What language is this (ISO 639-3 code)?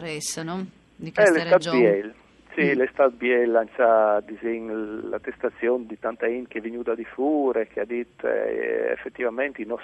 fur